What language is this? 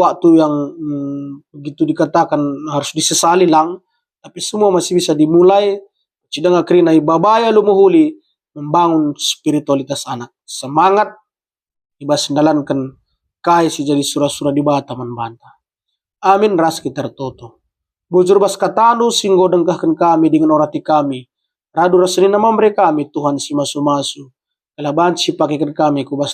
Batak Karo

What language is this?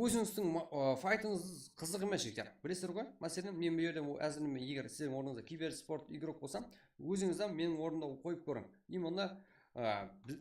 Kara-Kalpak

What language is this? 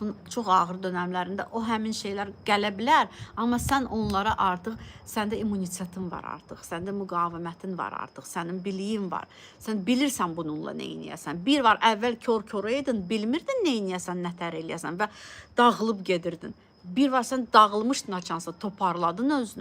Azerbaijani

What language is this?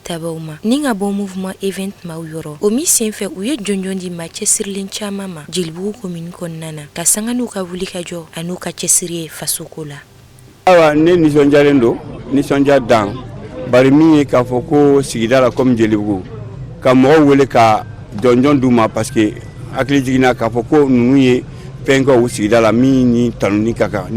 Bambara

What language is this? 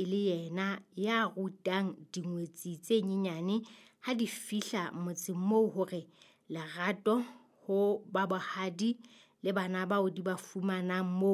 Southern Sotho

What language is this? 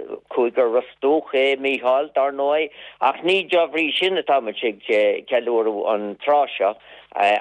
Irish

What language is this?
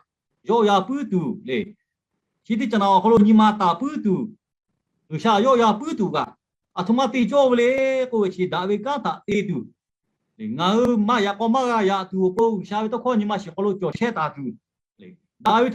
Lahu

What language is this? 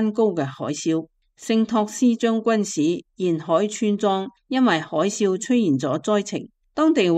Cantonese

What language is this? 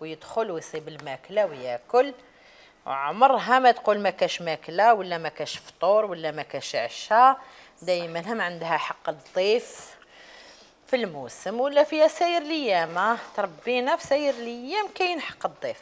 Algerian Arabic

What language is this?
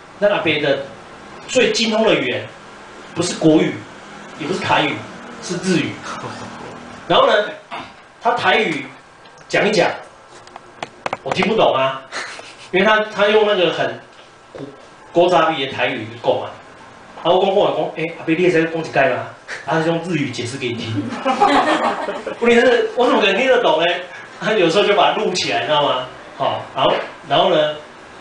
Chinese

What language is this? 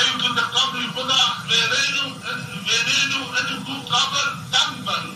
Zaza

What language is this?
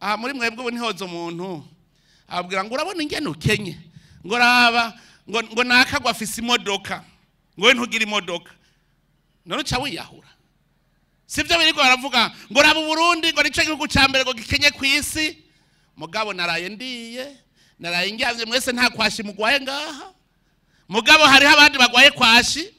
Rundi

